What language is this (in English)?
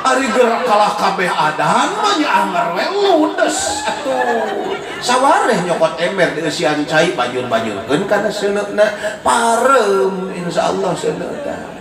Sundanese